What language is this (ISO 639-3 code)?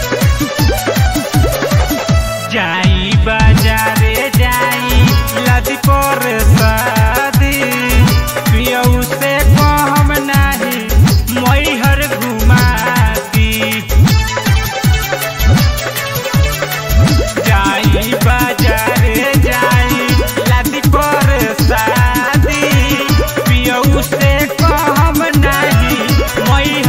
bho